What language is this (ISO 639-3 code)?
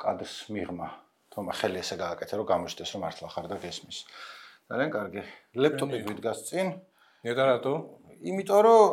kat